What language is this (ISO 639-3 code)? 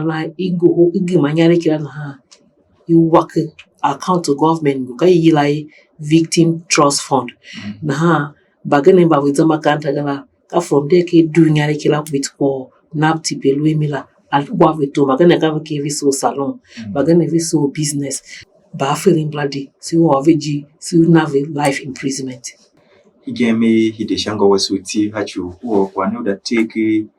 tiv